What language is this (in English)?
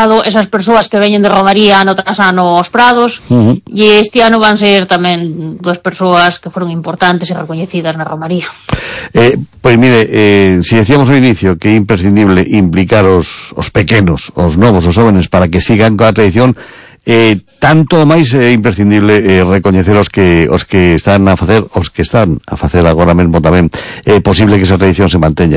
Galician